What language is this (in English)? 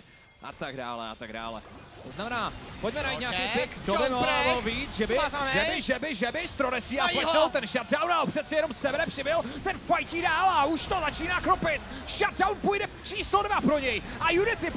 Czech